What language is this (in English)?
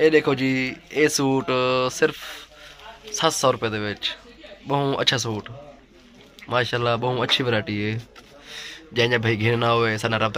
Saraiki